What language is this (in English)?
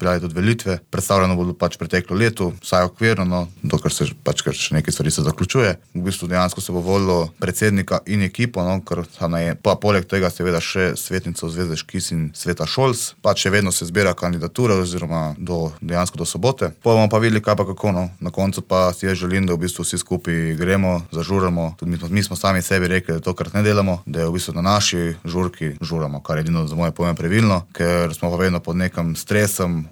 Slovenian